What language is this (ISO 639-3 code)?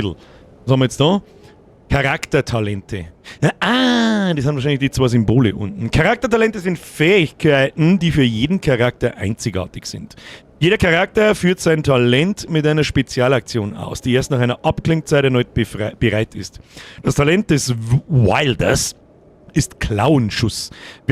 bar